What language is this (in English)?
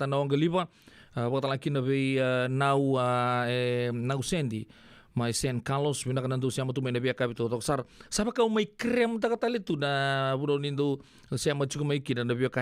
Fijian